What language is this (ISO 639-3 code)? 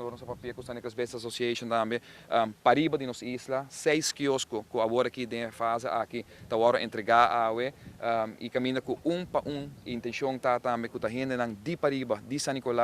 pap